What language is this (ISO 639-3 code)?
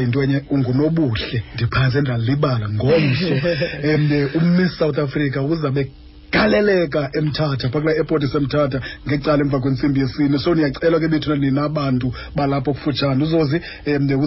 xho